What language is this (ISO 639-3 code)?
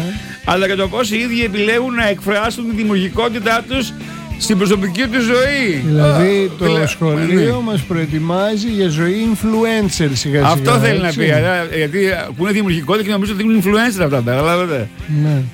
ell